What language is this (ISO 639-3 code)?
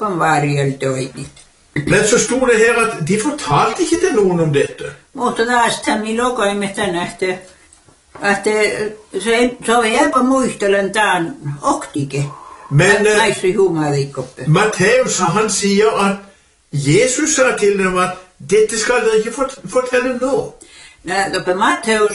nor